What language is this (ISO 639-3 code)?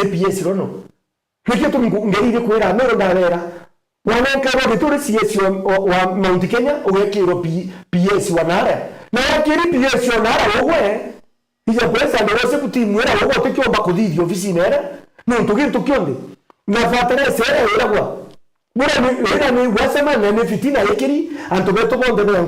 mer